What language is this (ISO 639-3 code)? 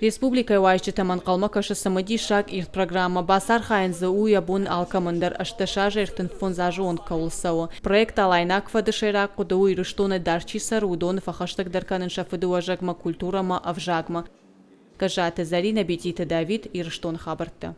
oss